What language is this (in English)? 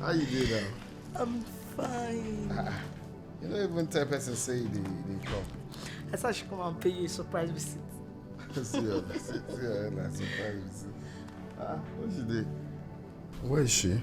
Nigerian Pidgin